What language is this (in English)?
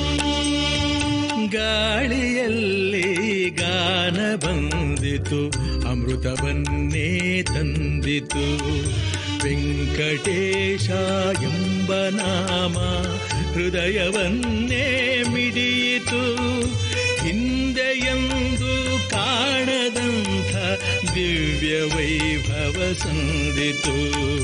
Kannada